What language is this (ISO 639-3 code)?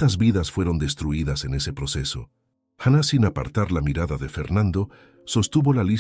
spa